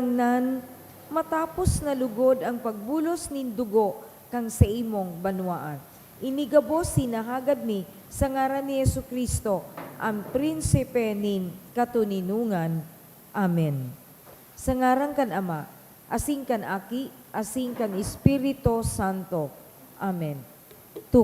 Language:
Bikol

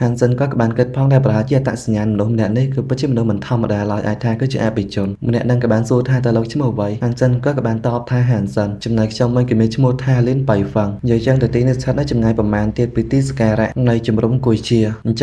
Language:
Khmer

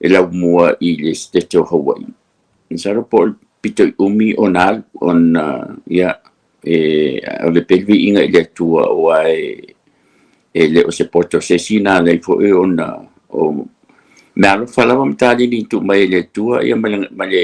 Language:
Samoan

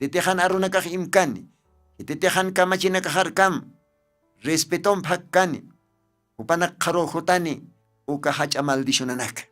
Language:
Aymara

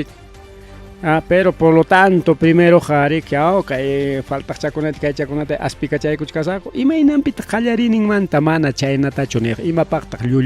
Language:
Ayacucho Quechua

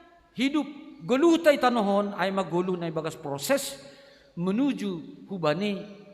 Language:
Batak Simalungun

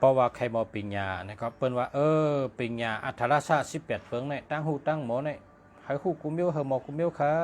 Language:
Shan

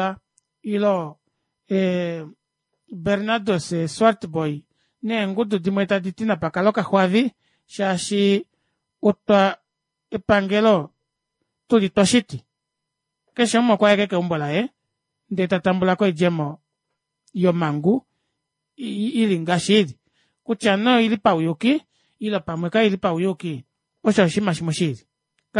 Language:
Kuanyama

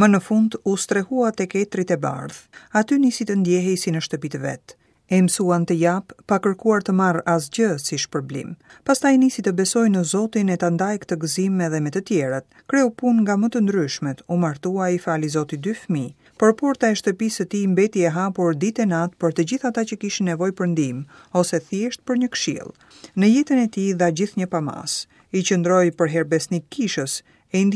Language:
Albanian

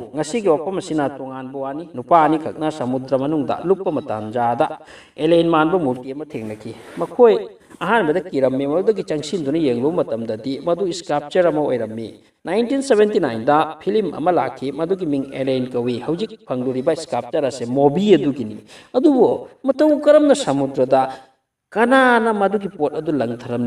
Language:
Manipuri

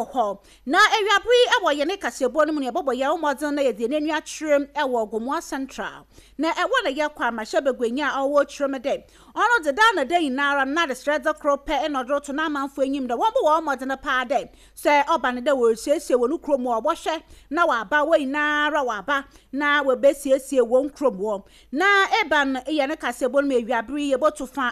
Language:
Akan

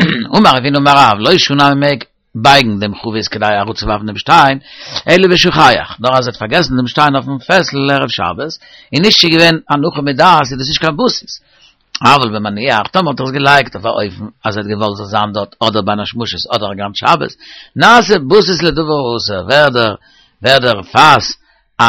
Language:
Yiddish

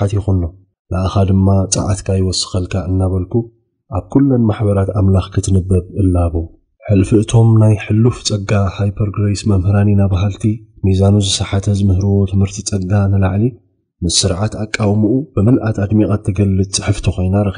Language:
Tigrinya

